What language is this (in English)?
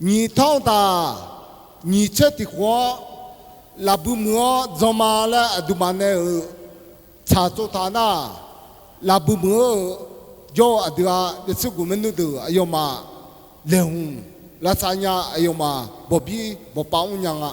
Akha